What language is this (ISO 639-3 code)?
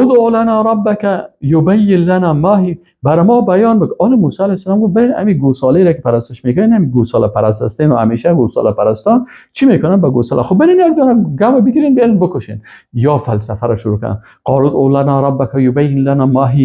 fas